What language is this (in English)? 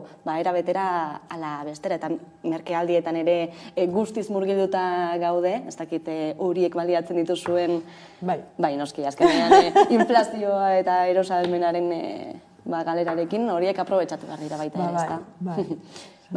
Basque